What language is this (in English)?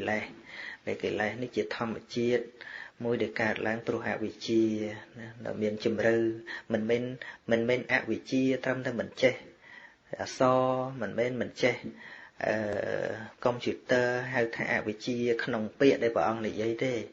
Khmer